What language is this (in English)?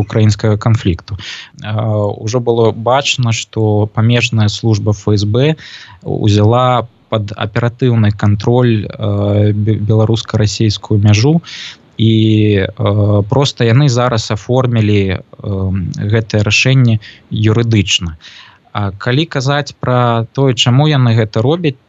Belarusian